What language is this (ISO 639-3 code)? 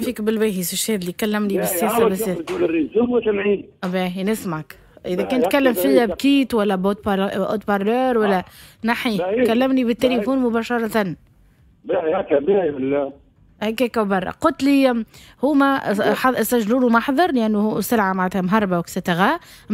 aeb